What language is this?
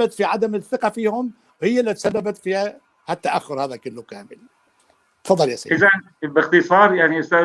North Levantine Arabic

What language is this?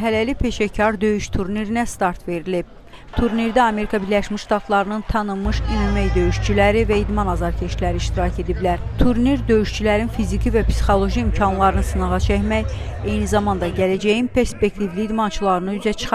Azerbaijani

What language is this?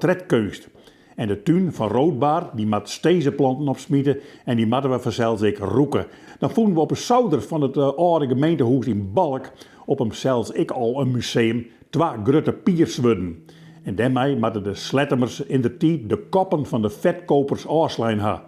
Western Frisian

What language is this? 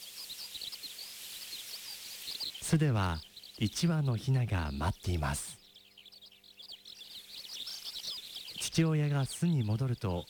Japanese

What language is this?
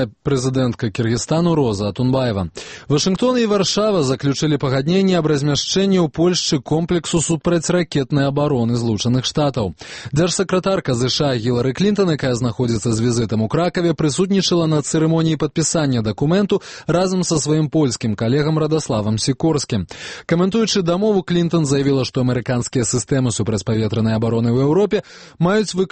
Belarusian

